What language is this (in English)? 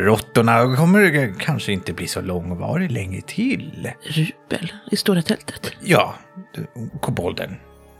Swedish